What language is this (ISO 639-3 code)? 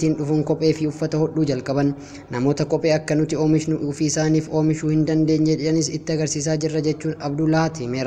orm